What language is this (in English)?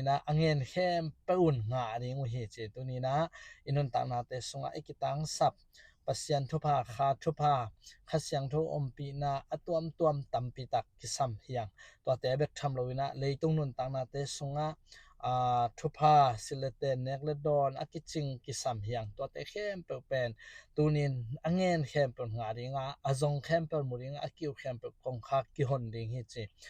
Tedim Chin